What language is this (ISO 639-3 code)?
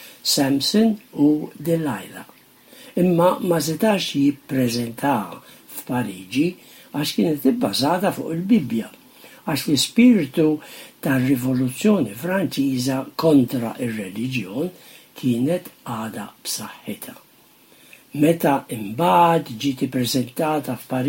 mlt